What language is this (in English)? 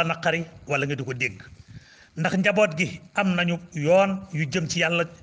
Wolof